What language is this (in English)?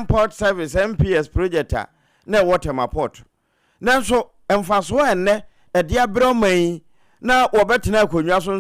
Akan